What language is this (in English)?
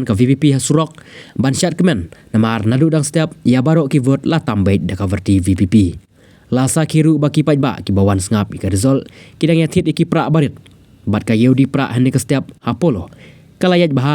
Khasi